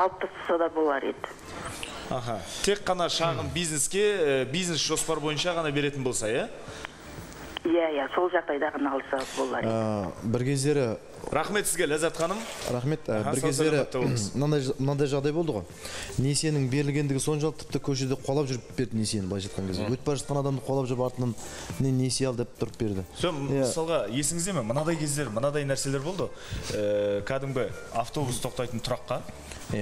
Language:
Kazakh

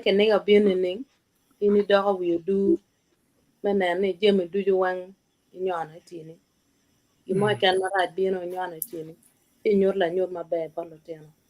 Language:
Acoli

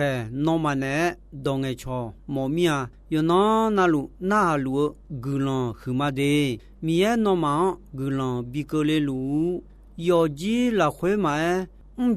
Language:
Akha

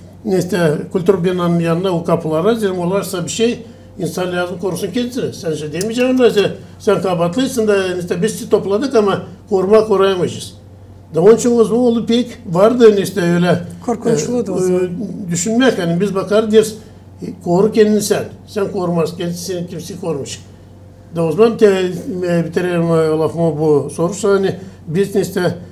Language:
Gagauz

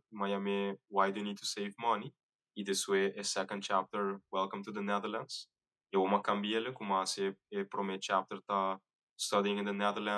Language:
Papiamento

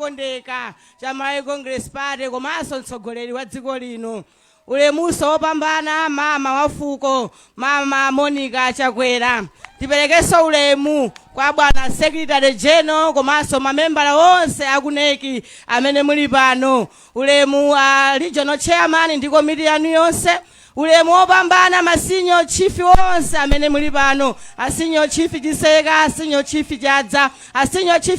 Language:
Nyanja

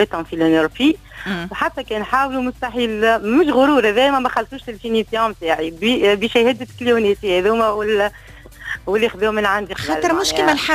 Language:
Tunisian Arabic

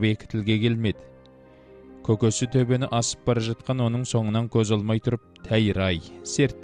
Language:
Kazakh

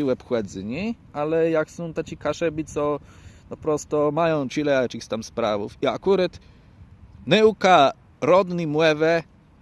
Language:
Kashubian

